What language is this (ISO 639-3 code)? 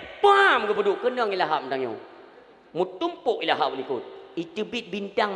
ace